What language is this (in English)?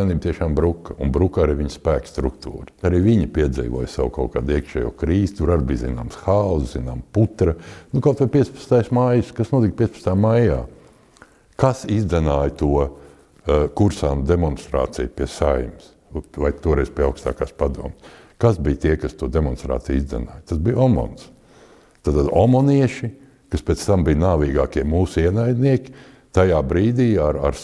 Latvian